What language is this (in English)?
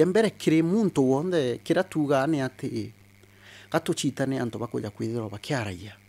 Meru